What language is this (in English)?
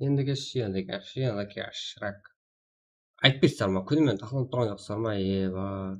Kara-Kalpak